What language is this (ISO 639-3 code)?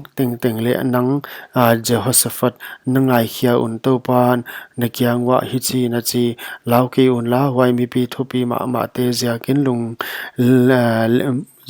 pck